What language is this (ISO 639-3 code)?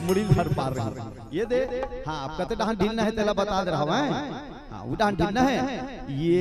hne